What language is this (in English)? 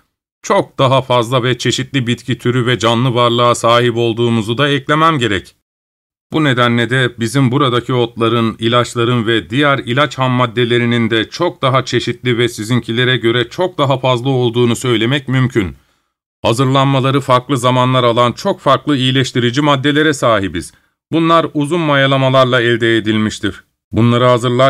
Turkish